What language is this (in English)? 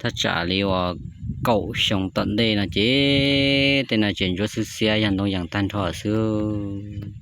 Hmong